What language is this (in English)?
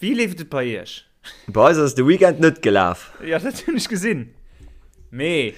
Luxembourgish